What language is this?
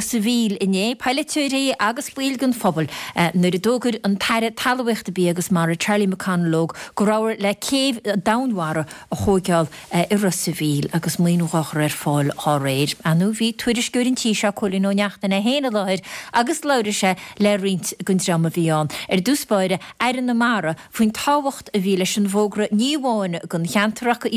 Irish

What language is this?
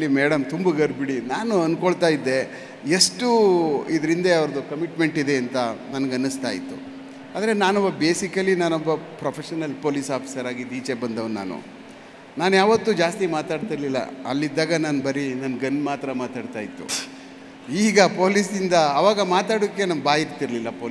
Kannada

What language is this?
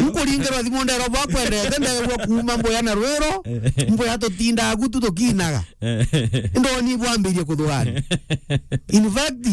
Meru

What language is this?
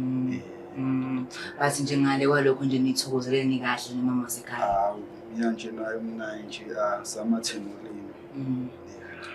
Zulu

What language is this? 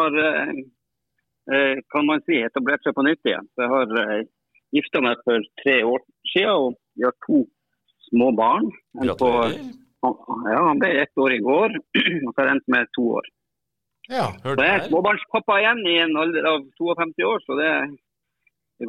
Norwegian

